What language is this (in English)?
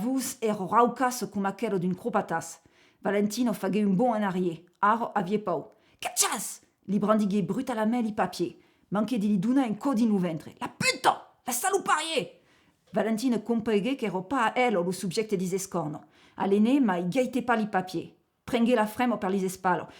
Occitan